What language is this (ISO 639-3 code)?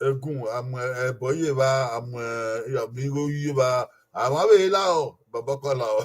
bin